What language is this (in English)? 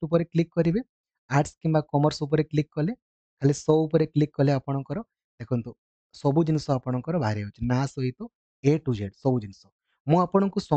Odia